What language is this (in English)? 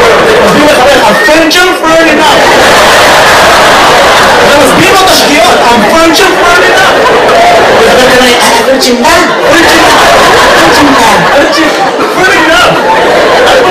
Hebrew